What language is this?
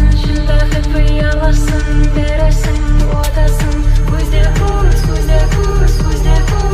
Kara-Kalpak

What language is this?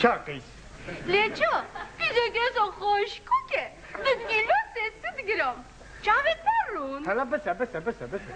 Kurdish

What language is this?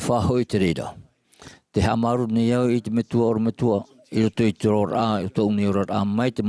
Tahitian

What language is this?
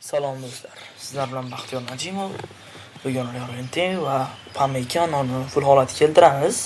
Uzbek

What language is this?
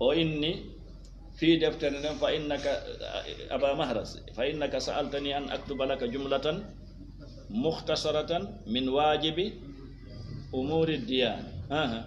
Fula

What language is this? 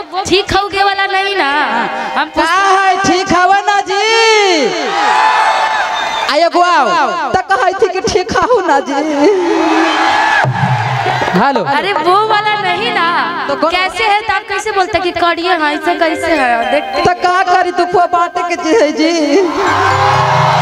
Bhojpuri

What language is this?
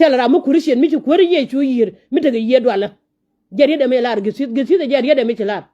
Nuer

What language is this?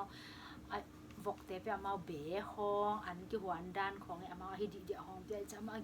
Tedim Chin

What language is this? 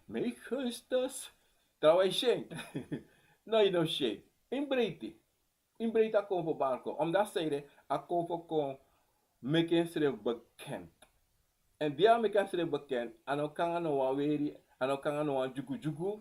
Sranan Tongo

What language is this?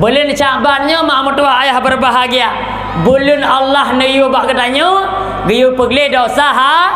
Achinese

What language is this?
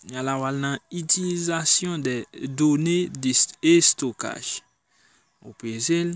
Haitian Creole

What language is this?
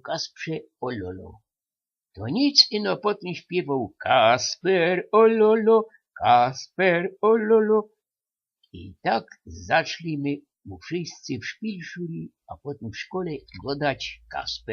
Silesian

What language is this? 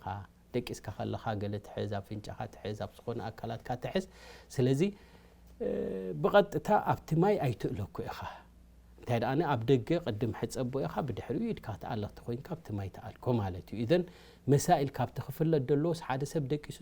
Tigrinya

